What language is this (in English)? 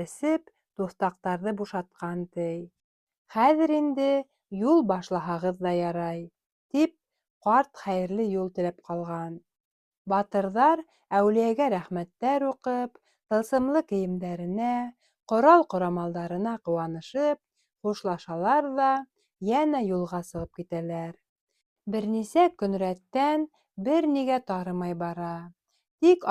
Bashkir